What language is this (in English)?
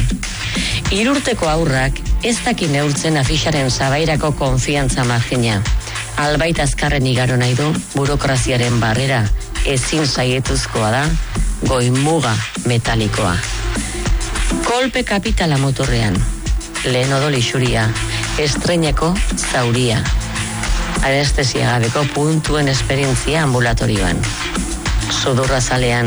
Basque